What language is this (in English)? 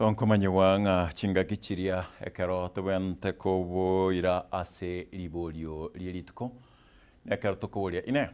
Gusii